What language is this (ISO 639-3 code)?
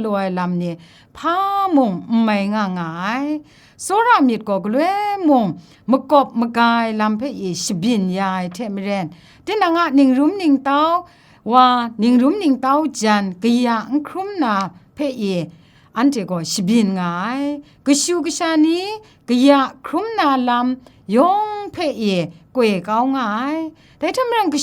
kac